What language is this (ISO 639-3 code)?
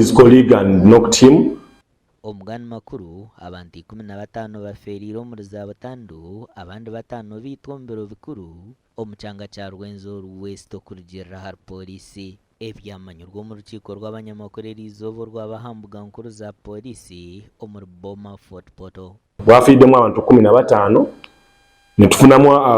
nyn